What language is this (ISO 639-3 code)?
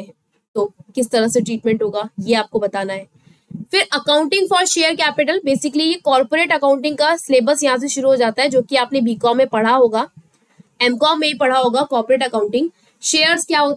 hin